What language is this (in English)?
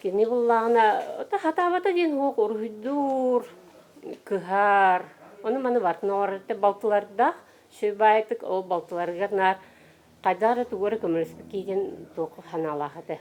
Yakut